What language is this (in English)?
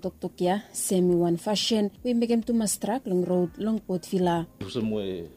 Bislama